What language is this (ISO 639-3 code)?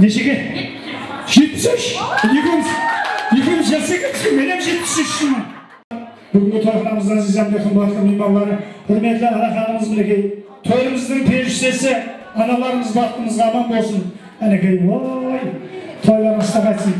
kaa